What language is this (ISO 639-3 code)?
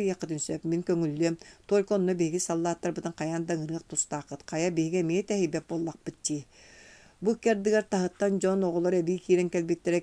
sah